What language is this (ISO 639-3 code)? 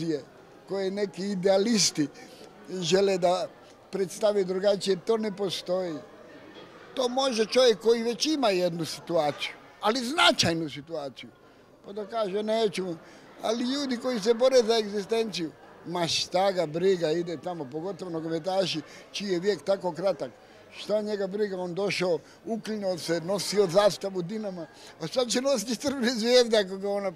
hrv